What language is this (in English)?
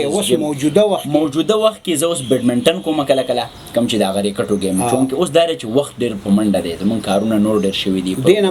Pashto